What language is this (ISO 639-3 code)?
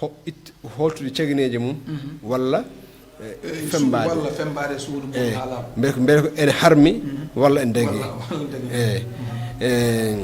ful